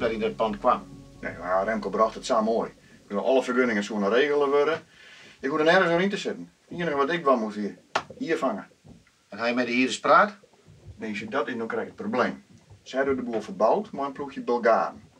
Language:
Western Frisian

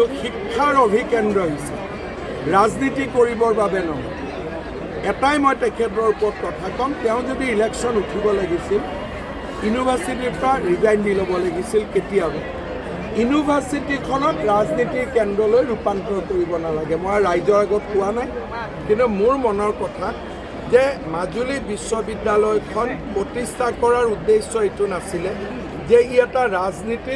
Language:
Assamese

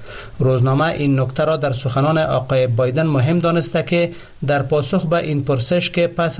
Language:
Persian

